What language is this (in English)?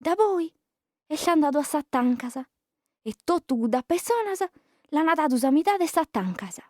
Sardinian